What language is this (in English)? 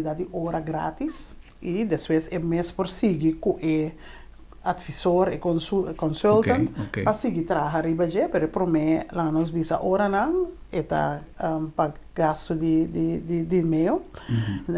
Papiamento